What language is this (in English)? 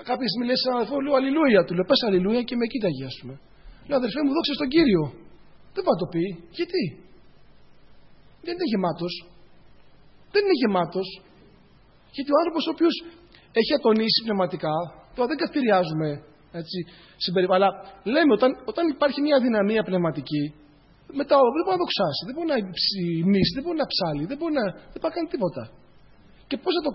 Greek